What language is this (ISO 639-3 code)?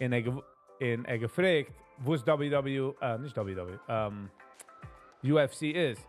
yid